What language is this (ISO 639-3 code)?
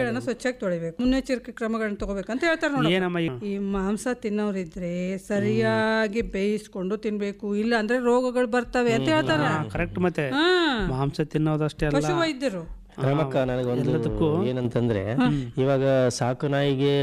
kan